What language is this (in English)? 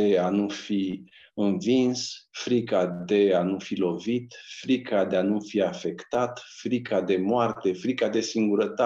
Romanian